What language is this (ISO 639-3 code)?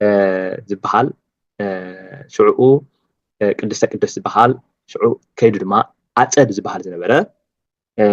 tir